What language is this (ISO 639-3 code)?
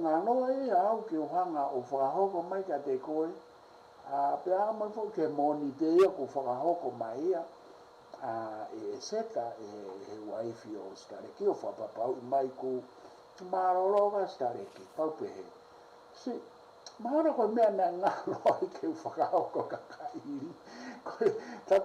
ton